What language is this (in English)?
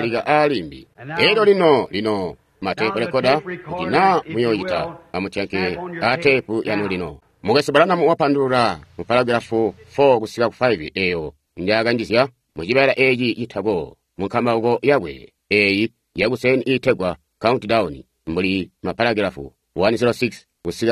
Tonga (Zambia)